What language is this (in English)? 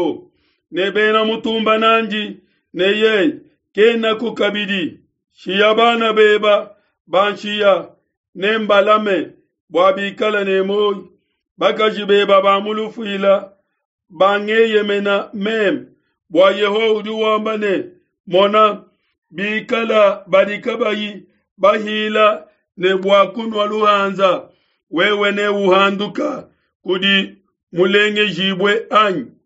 Luba-Lulua